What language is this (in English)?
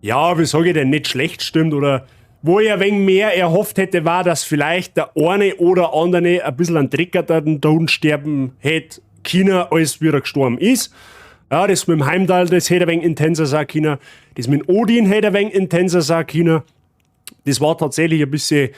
Bavarian